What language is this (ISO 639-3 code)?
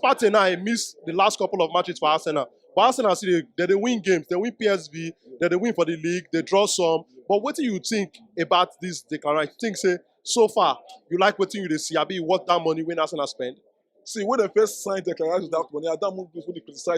pcm